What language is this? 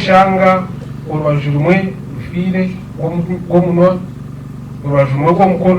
Nyankole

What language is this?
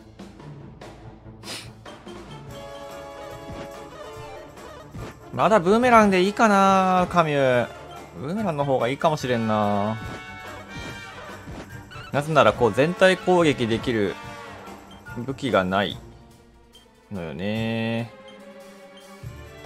Japanese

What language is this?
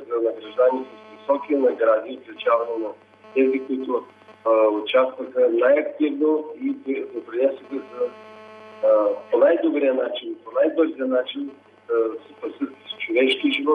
Bulgarian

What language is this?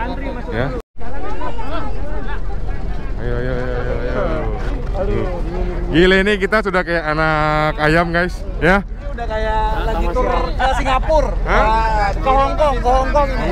Indonesian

